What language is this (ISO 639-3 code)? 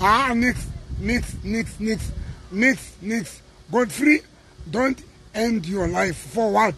sot